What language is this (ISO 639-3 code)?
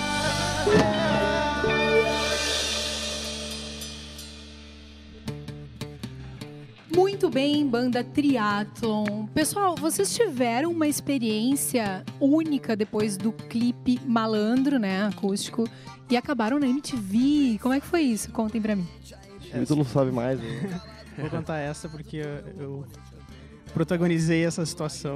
por